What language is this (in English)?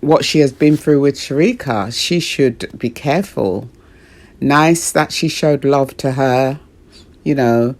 Jamaican Creole English